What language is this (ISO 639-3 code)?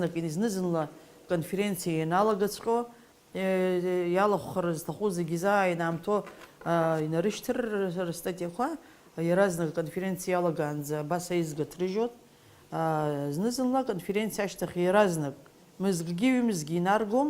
abk